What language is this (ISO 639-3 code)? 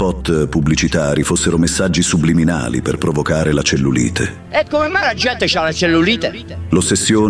ita